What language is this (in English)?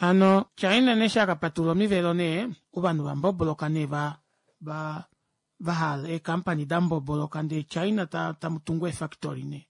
Kuanyama